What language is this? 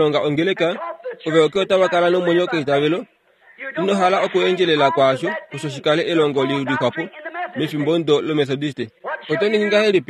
Kuanyama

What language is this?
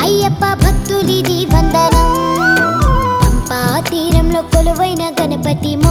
Telugu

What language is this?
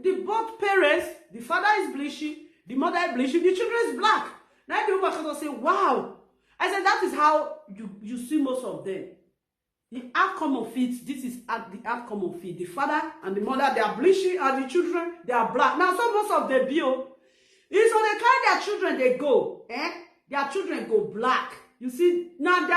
Nigerian Pidgin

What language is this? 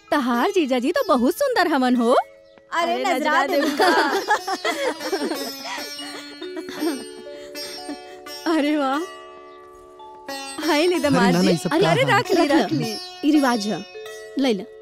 Bhojpuri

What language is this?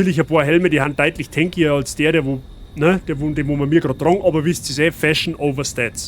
Bavarian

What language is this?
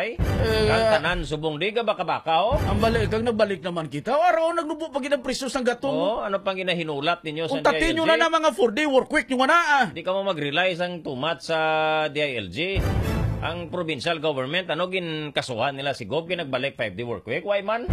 Hiligaynon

